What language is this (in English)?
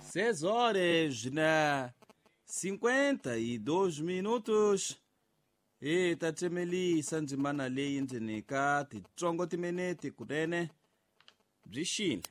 Tsonga